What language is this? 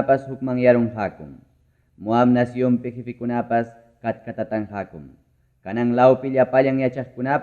Ayacucho Quechua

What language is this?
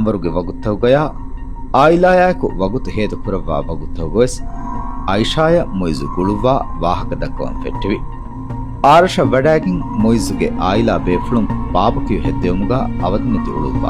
Divehi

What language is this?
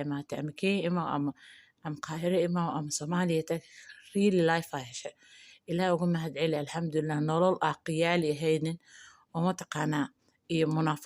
Somali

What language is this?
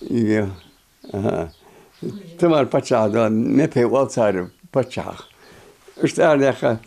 Ingush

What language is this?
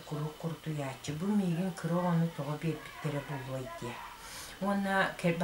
Yakut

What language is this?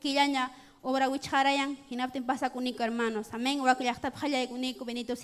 Ayacucho Quechua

